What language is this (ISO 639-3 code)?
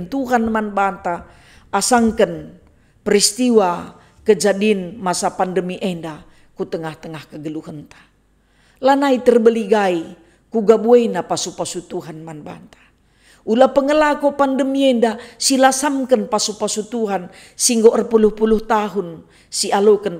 btx